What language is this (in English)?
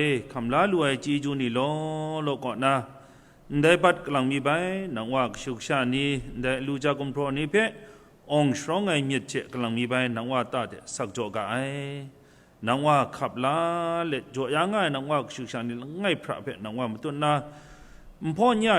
Kachin